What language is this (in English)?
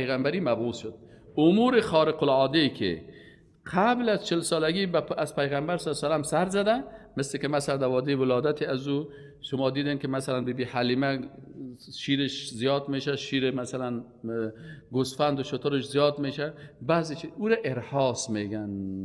Persian